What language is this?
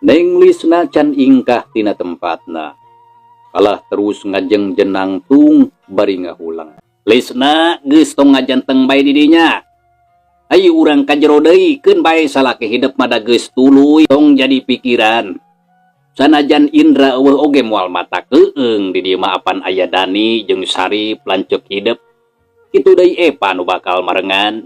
Sundanese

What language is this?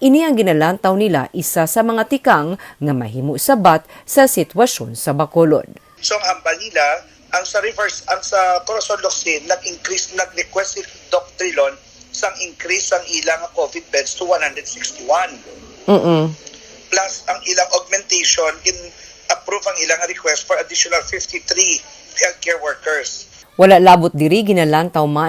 Hiligaynon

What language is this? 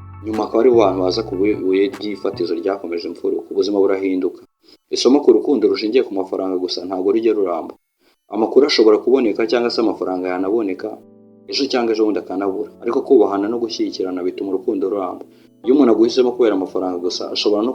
Kinyarwanda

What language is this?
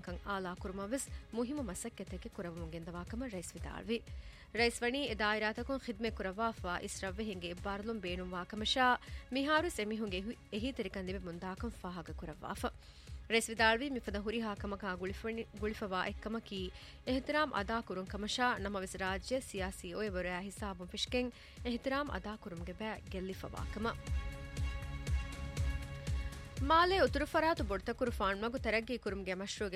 Divehi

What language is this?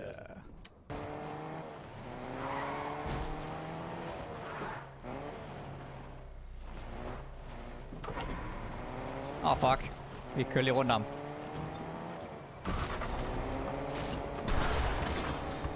Danish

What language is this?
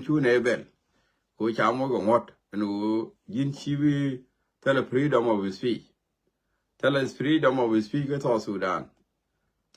Nuer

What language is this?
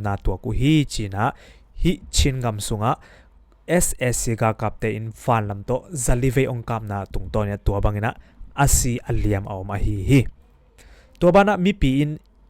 Tedim Chin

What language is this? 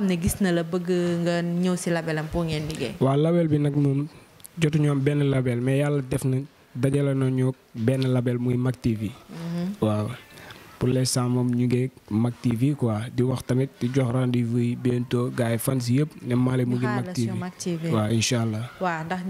Wolof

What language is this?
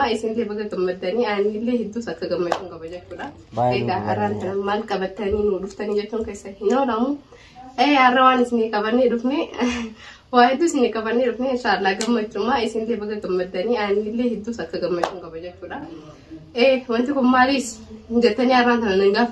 Oromo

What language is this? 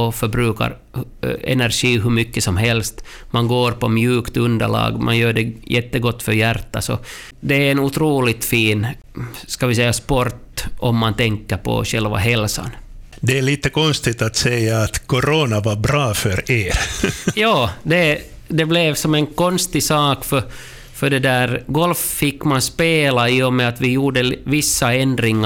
Swedish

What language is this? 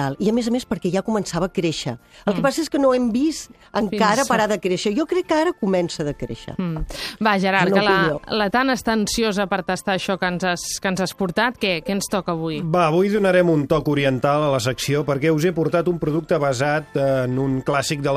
Catalan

